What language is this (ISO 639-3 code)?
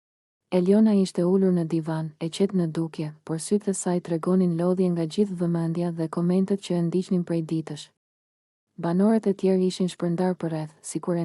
sqi